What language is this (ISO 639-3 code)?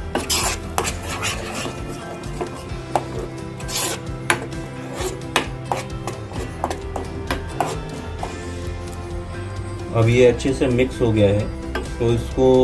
hin